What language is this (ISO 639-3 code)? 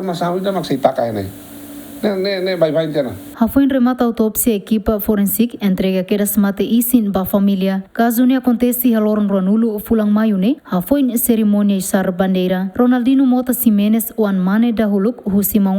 tet